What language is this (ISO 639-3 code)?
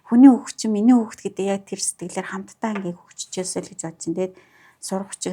mon